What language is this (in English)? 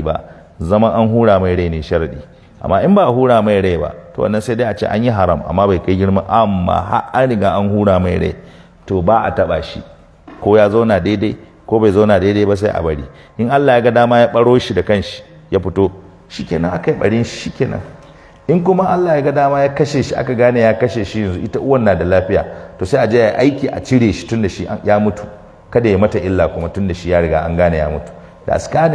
Hausa